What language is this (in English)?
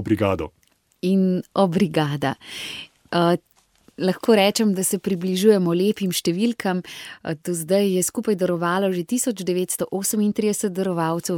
Slovenian